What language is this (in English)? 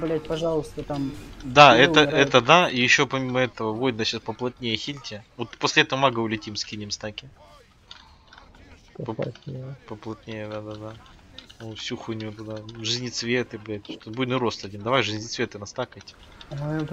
Russian